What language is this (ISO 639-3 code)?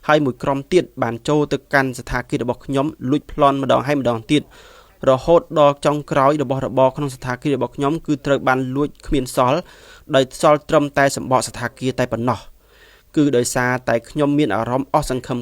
khm